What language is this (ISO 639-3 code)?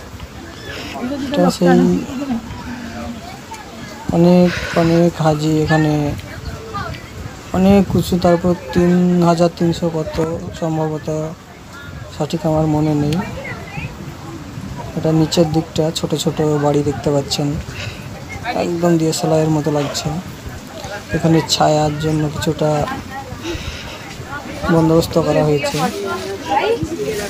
ben